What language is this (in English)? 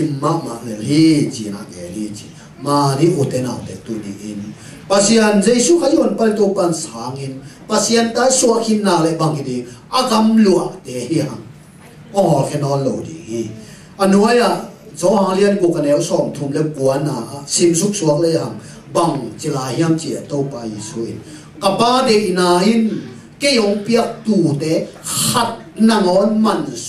Tedim Chin